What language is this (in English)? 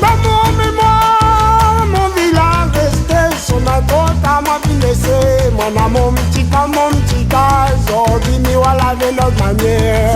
Réunion Creole French